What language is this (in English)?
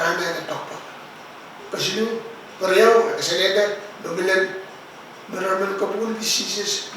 Pohnpeian